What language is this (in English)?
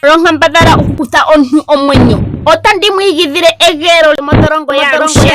Ndonga